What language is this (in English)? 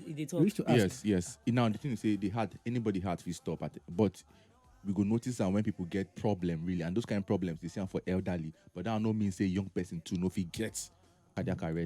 Nigerian Pidgin